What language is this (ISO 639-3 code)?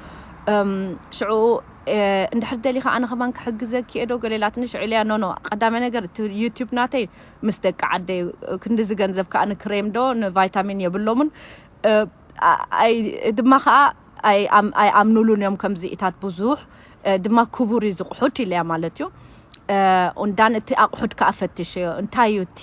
tir